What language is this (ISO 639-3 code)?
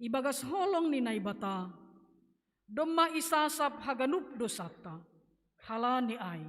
bts